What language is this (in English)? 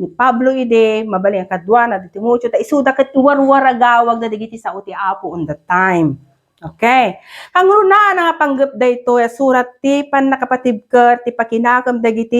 Iloko